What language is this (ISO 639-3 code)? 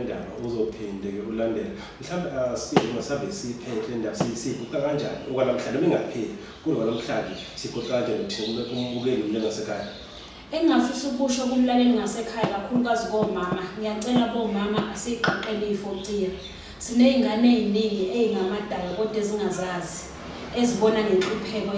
zul